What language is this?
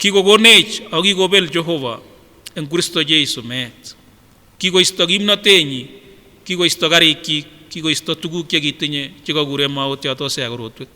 Kipsigis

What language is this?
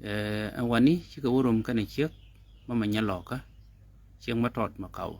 Nuer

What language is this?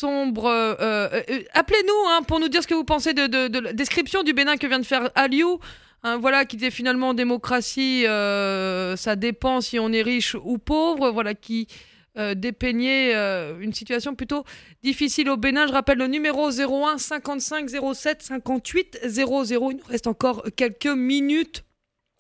French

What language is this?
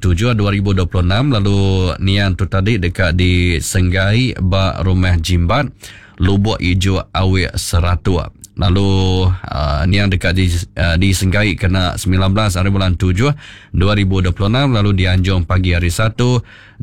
Iban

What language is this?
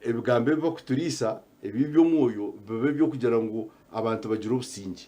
Nyankole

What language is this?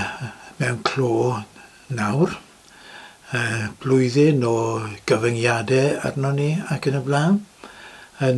Welsh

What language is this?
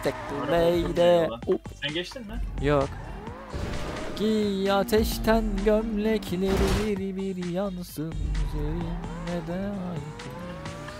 Turkish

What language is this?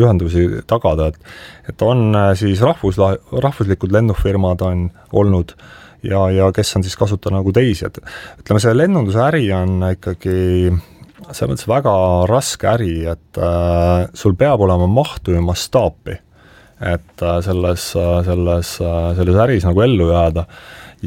Estonian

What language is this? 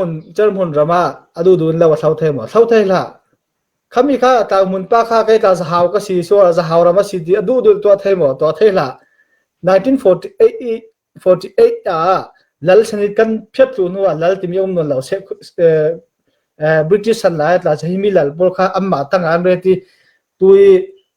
Falam Chin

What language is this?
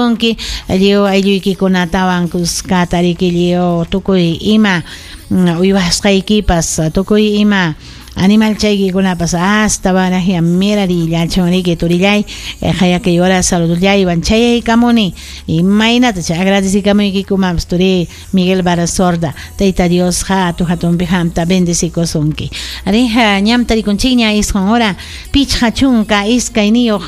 Ayacucho Quechua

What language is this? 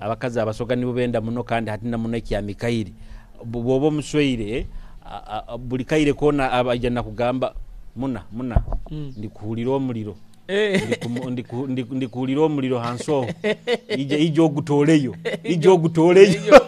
Nyoro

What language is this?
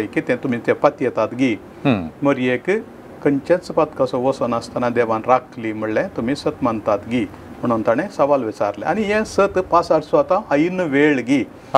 Konkani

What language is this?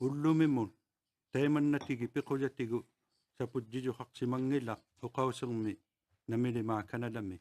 Inuktitut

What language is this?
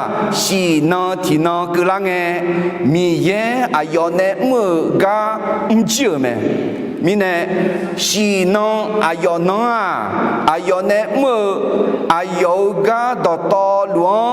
Akha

